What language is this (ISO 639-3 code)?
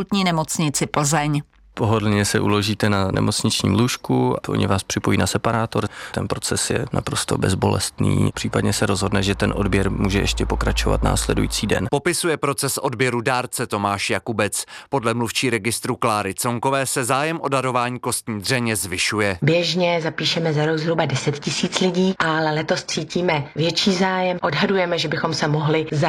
ces